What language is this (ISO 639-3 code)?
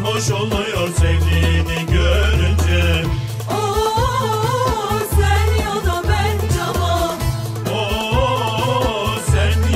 tur